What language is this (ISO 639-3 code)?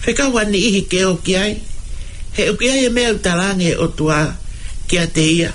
ton